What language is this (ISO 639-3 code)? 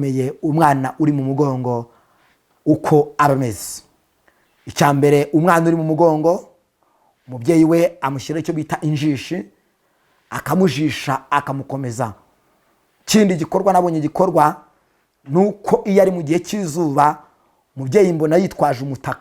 kin